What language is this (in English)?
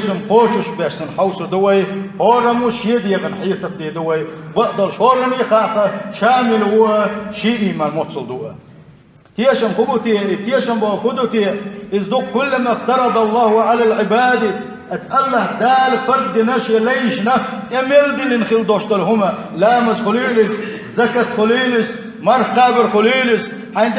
Chechen